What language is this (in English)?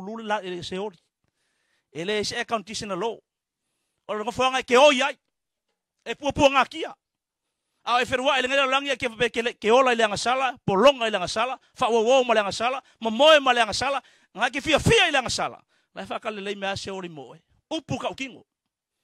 Samoan